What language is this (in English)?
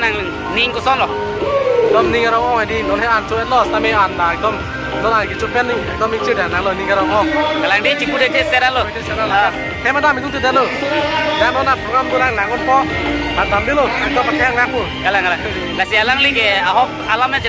Karbi